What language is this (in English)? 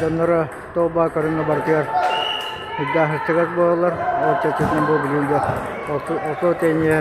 Yakut